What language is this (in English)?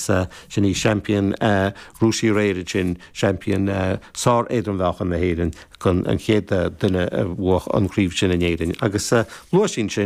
Irish